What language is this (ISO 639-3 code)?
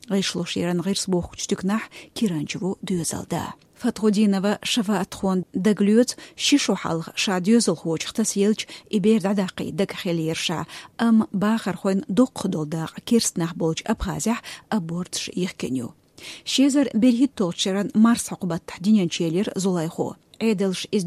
che